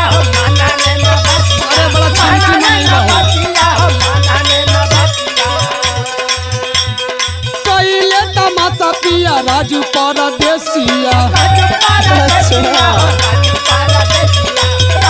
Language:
Bhojpuri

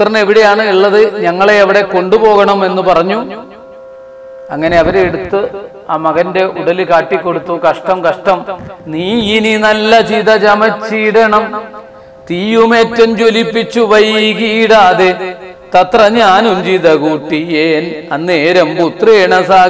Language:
Malayalam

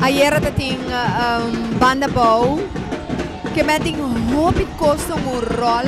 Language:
Papiamento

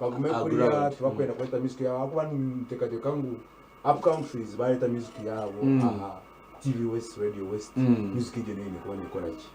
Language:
Nyankole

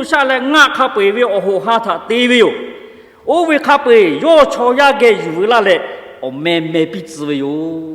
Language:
Lahu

